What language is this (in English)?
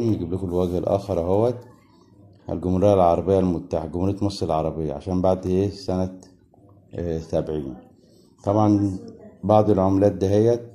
Egyptian Arabic